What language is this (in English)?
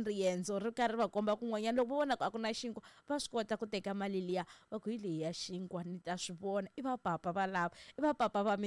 Tsonga